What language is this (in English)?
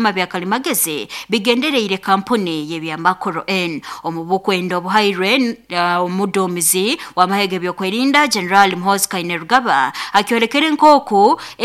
Nyoro